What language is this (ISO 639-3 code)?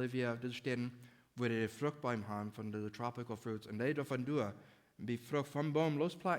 pdt